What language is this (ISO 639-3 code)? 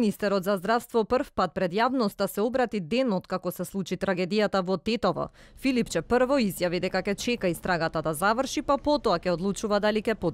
mkd